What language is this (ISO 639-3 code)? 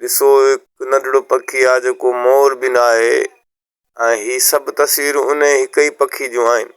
snd